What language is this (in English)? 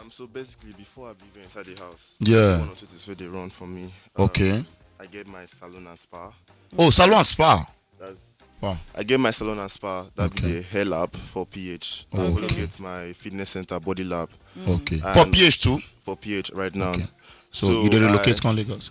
Nigerian Pidgin